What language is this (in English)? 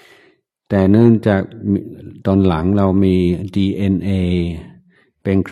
Thai